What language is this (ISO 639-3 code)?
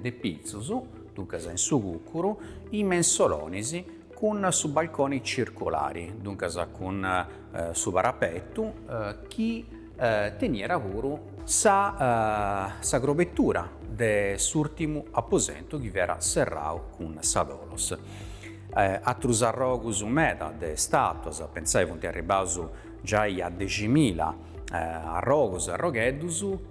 srd